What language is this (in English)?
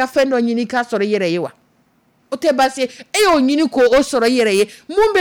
Dyula